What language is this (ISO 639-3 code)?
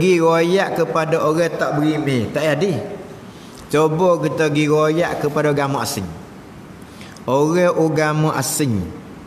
msa